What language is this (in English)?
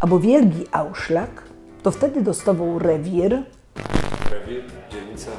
Silesian